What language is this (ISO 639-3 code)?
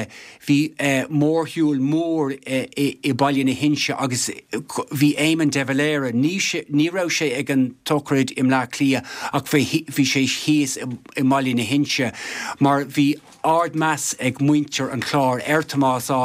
gle